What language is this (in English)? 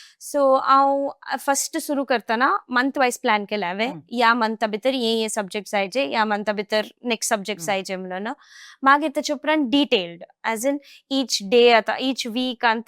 Konkani